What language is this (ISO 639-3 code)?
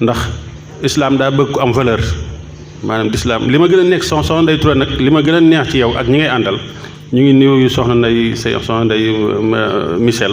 wol